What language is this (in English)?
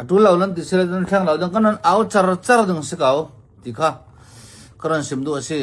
Hakha Chin